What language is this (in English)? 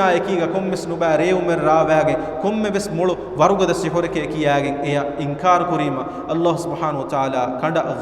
Divehi